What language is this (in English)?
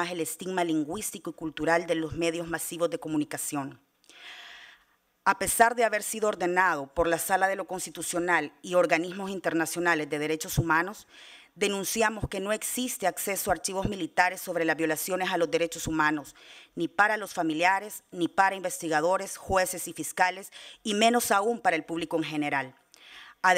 Spanish